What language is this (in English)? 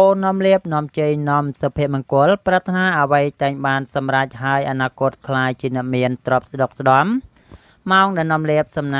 Khmer